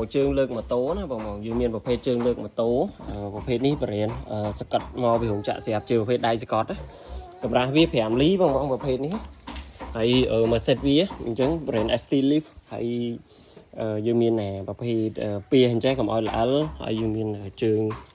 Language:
Khmer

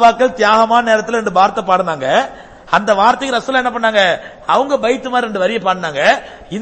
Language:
Tamil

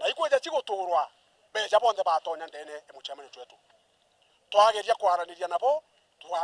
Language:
Meru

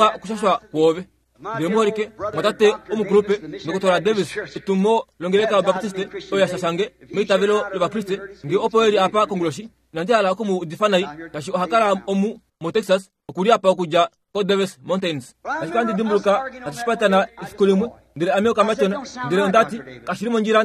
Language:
Kuanyama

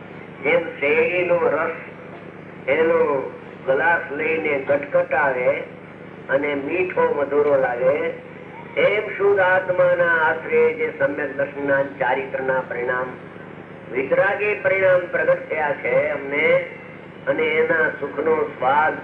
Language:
Gujarati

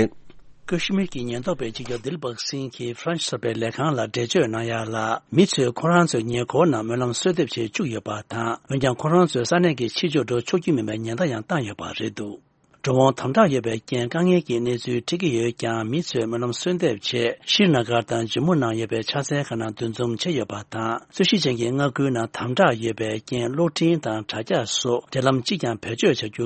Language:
Tibetan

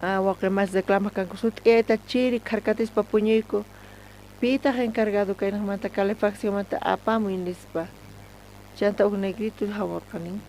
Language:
South Bolivian Quechua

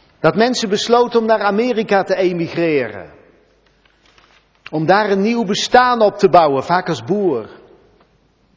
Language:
Dutch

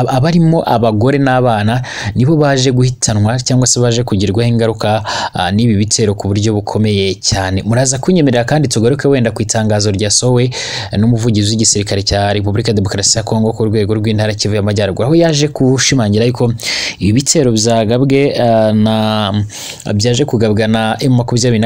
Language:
Kinyarwanda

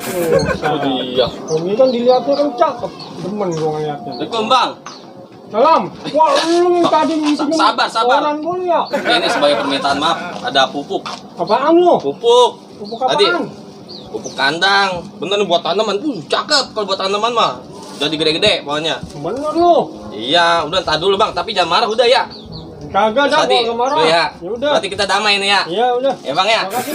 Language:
Betawi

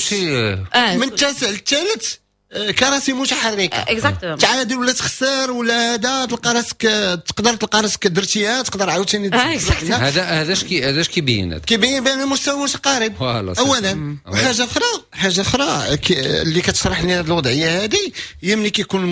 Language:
Moroccan Arabic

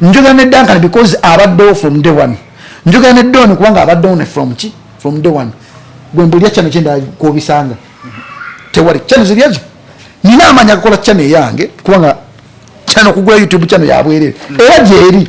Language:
Ganda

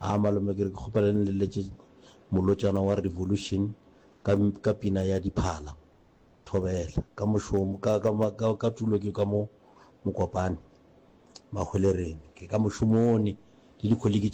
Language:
Northern Sotho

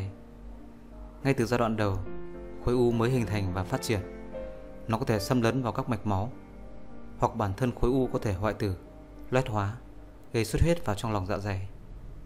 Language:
Vietnamese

